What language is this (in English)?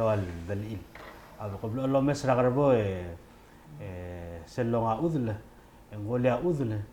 Palauan